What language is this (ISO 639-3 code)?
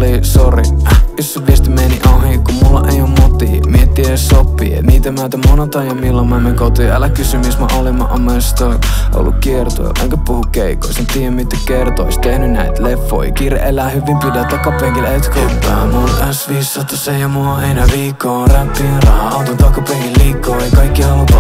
fin